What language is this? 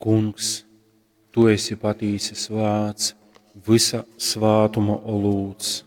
Latgalian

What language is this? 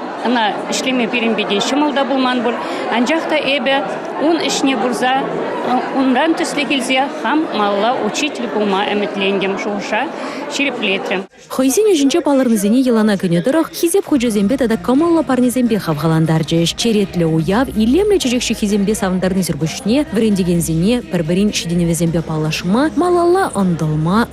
Chuvash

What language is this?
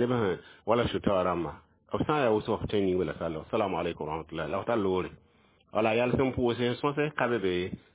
Mossi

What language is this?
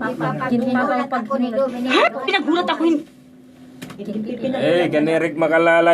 Waray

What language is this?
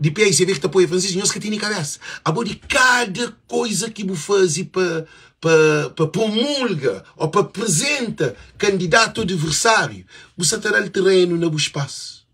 Kabuverdianu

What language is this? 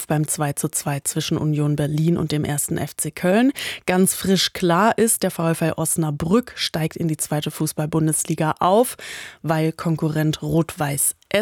German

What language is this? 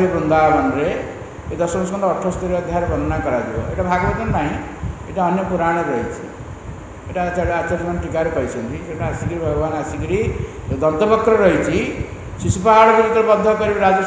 Odia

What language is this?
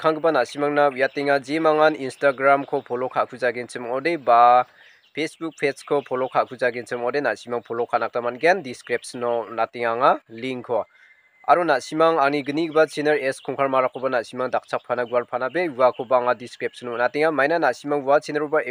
Garo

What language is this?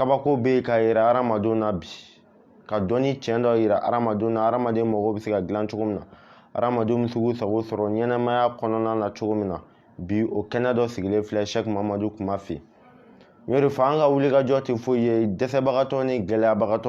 Bambara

